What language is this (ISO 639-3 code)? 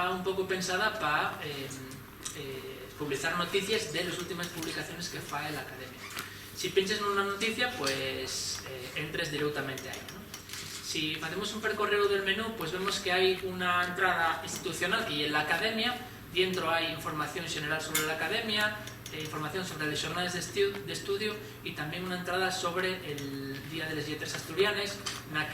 ast